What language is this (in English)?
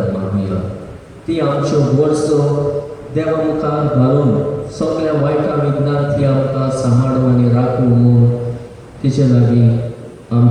Konkani